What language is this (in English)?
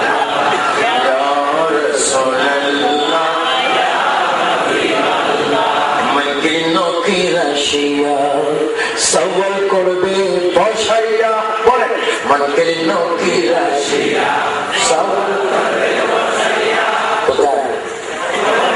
Bangla